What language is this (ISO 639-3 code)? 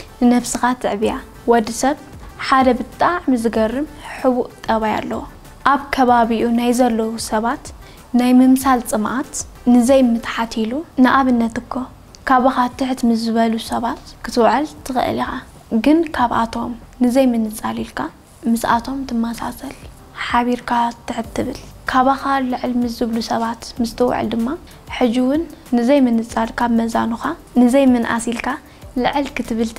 tir